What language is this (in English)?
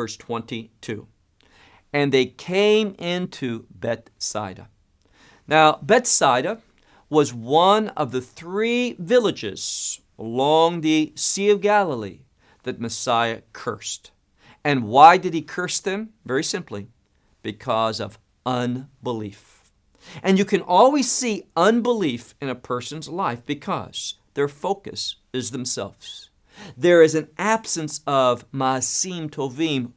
English